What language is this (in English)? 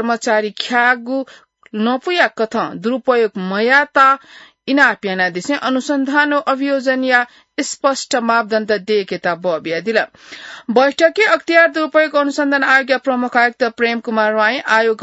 Newari